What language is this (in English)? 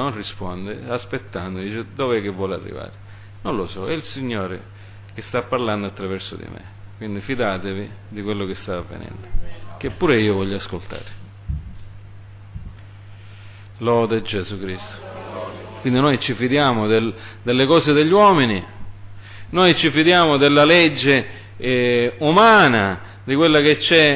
Italian